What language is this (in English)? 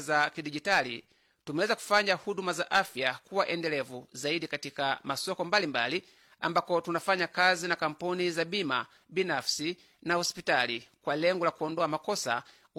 Swahili